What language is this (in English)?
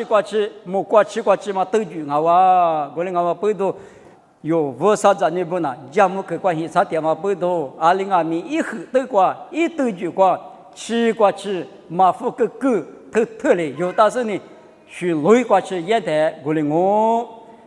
Lisu